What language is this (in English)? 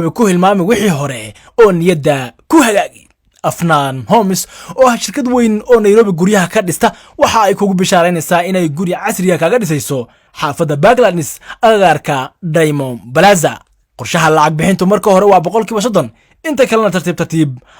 Somali